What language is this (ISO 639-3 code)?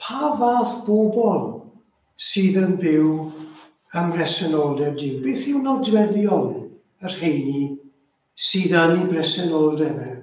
cym